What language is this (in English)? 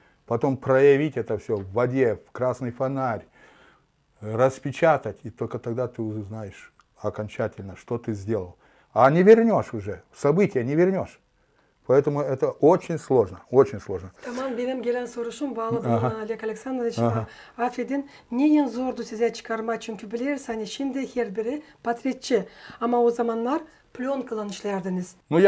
Gagauz